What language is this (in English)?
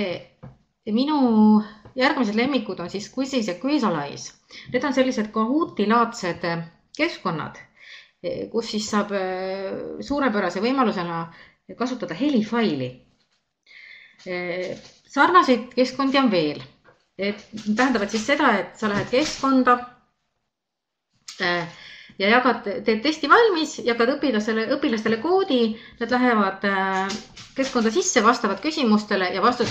Estonian